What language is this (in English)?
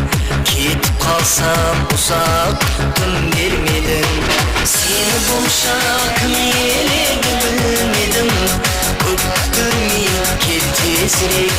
Kara-Kalpak